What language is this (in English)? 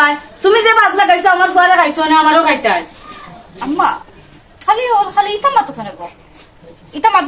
Sylheti